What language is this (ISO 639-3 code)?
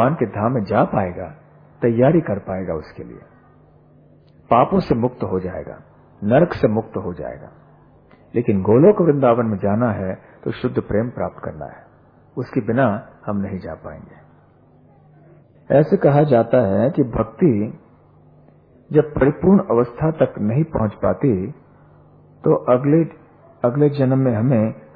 hin